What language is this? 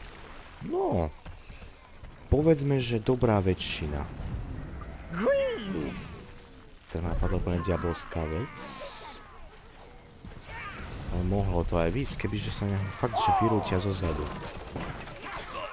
Slovak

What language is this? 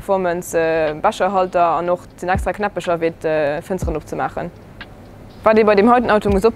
Luxembourgish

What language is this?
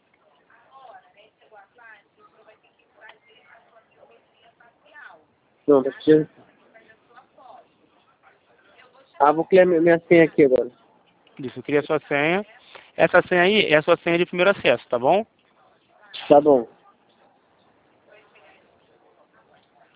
Portuguese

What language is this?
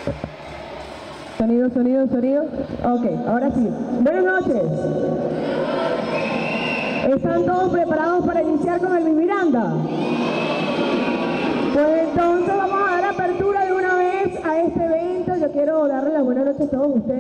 Spanish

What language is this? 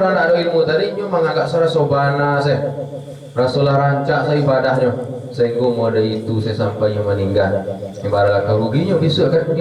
Minangkabau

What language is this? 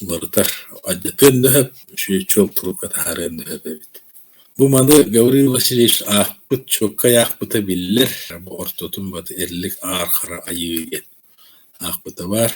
Yakut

